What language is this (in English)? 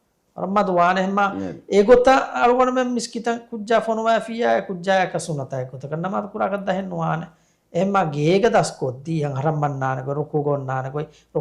Divehi